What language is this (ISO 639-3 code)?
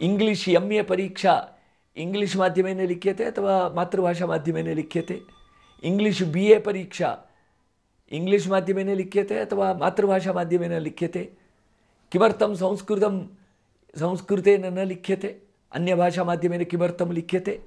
san